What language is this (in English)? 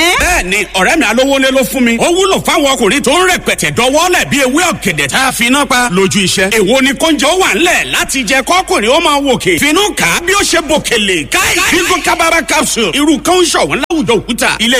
Yoruba